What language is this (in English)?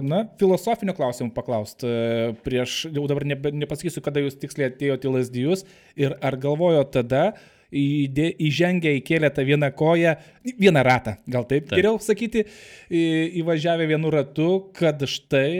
Lithuanian